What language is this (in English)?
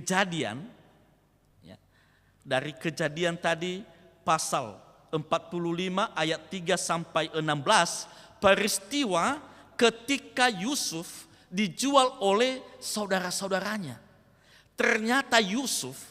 Nias